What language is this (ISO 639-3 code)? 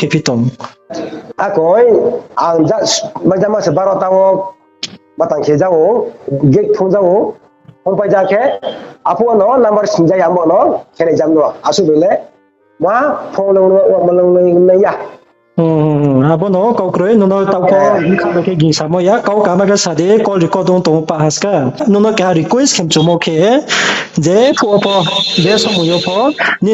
ria